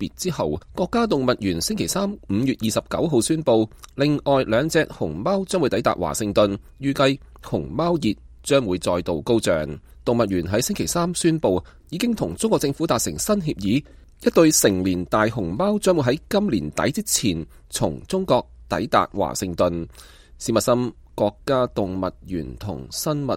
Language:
Cantonese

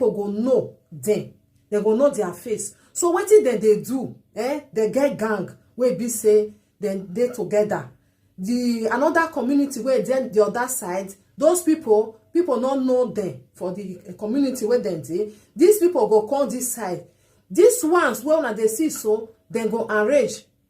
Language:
Nigerian Pidgin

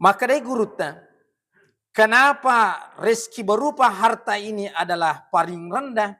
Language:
Buginese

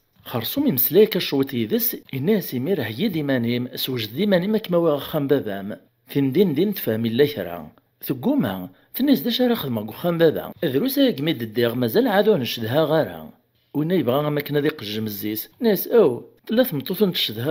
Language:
Kabyle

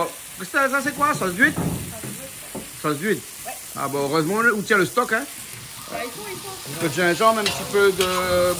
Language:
Réunion Creole French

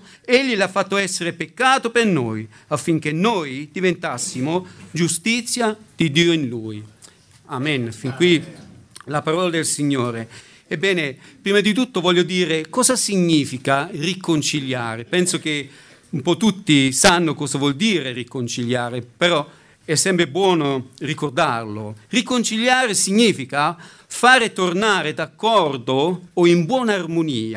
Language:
Italian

